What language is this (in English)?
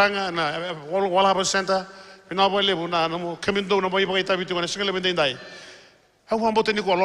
Fijian